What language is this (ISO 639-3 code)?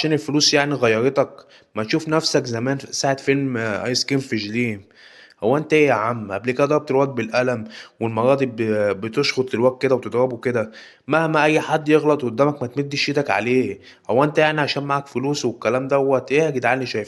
arz